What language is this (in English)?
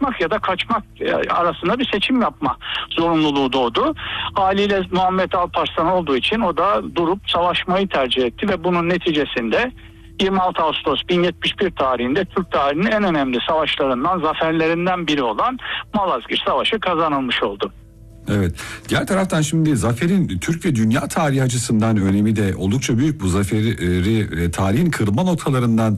Turkish